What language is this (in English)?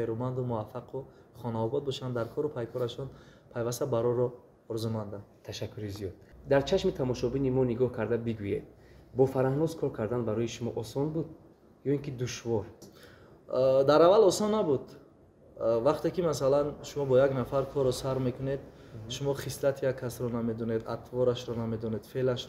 Tajik